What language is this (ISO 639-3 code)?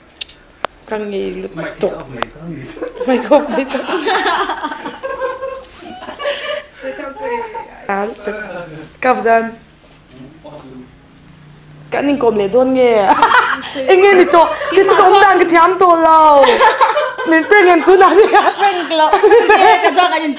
vie